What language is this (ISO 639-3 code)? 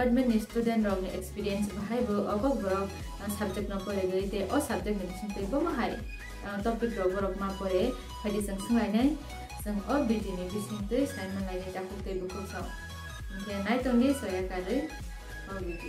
trp